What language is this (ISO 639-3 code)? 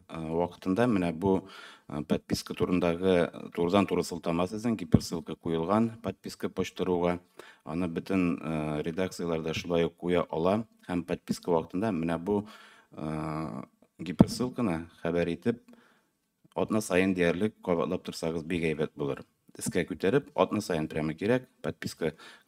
tat